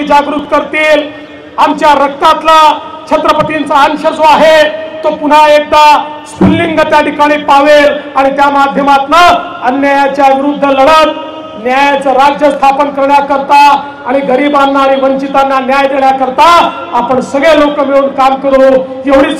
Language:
Marathi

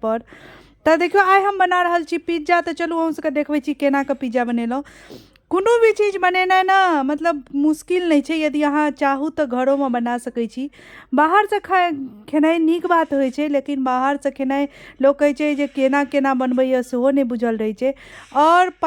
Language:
Maithili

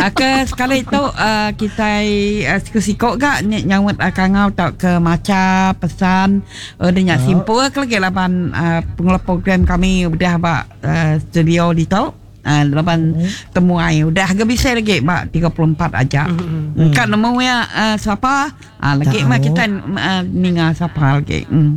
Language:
Iban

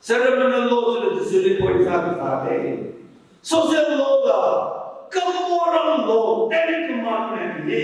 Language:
Tangkhul Naga (India)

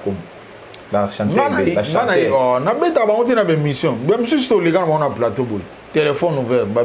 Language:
Lingala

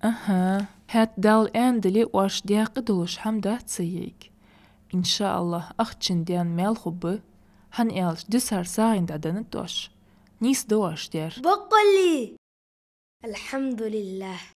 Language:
Ingush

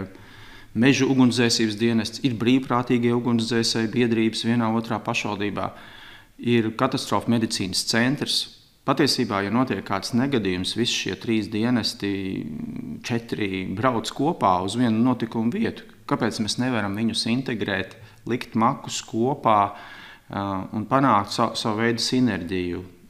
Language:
Latvian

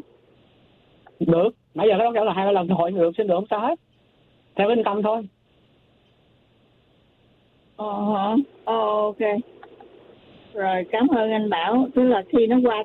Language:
Vietnamese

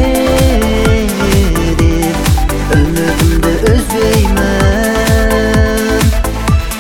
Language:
Kazakh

